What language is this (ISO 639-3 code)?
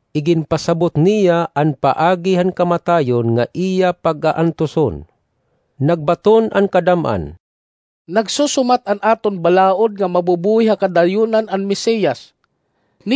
war